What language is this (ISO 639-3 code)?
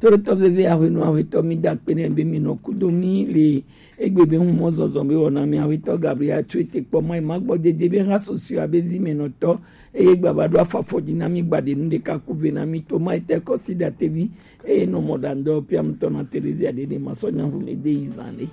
gej